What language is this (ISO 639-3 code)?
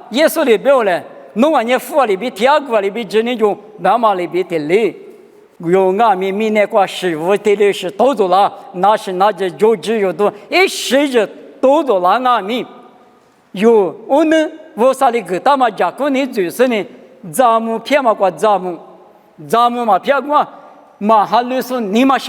lis